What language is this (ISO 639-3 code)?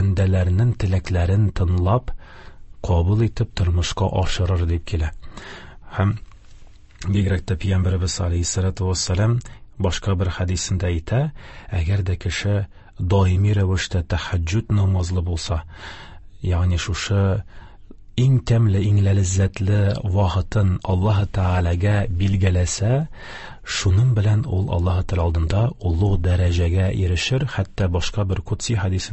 tat